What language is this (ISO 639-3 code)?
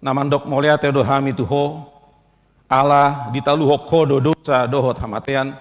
bbc